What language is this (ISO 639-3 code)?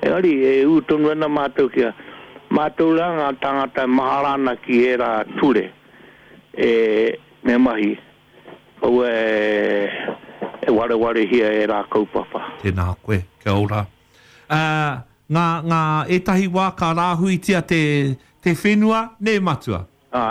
mri